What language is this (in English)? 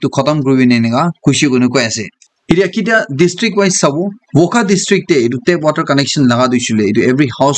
Naga Pidgin